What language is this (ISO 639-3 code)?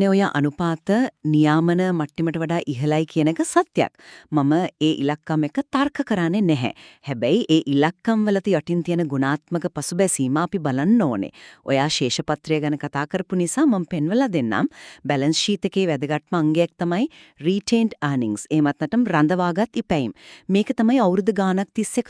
sin